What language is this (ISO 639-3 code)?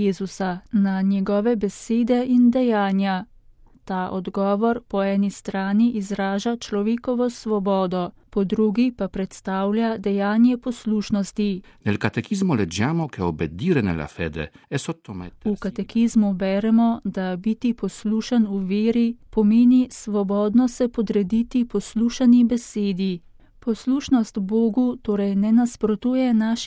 slv